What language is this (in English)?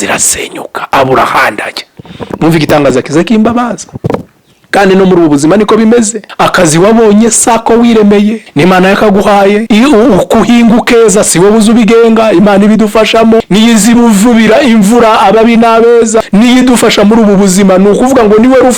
Kinyarwanda